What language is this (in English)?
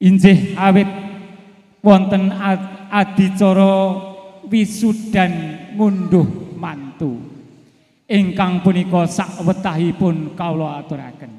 Javanese